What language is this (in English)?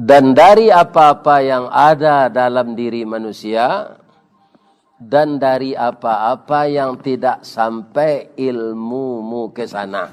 Minangkabau